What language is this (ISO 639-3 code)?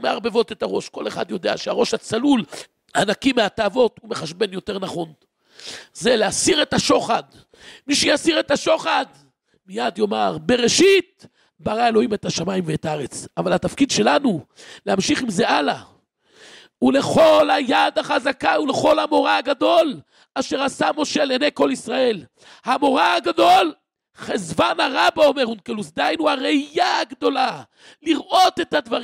heb